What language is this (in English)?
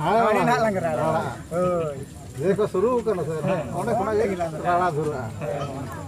Santali